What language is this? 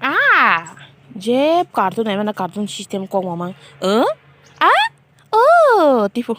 Kok Borok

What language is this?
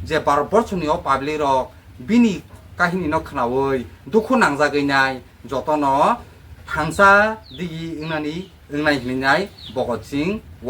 Kok Borok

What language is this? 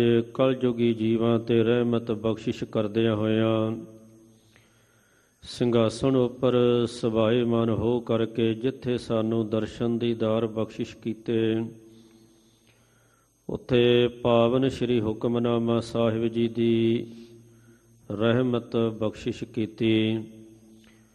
Punjabi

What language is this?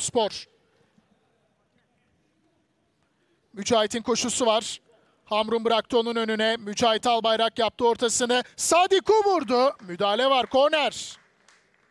Turkish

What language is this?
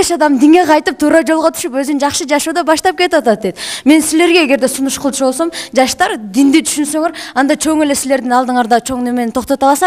Kyrgyz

